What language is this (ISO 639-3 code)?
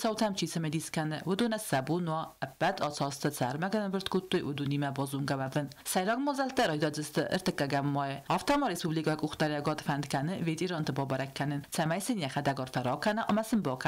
oss